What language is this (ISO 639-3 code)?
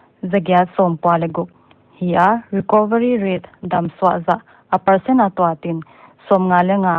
pck